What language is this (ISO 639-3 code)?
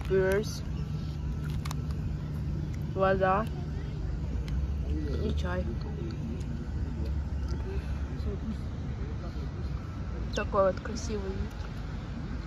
rus